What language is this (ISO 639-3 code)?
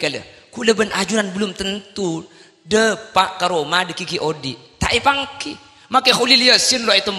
mad